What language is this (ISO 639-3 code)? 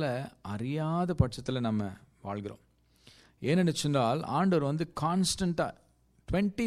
tam